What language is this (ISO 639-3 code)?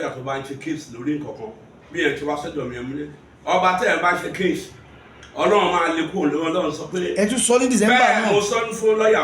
yor